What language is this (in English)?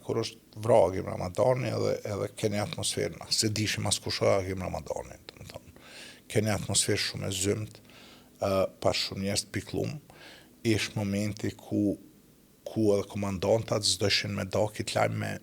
Albanian